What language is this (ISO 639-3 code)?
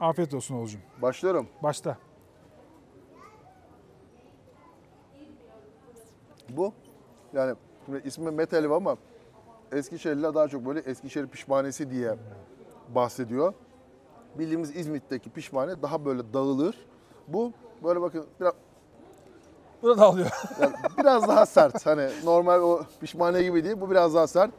tur